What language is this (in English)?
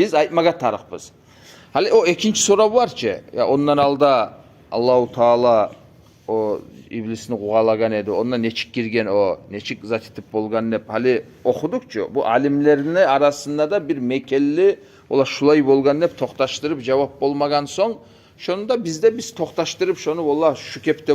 Kumyk